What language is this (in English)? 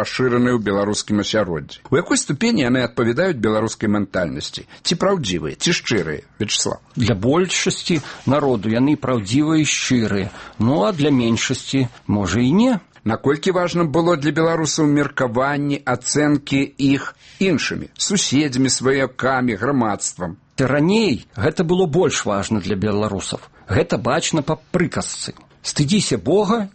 Belarusian